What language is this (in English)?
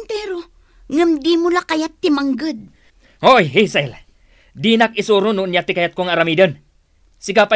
Iloko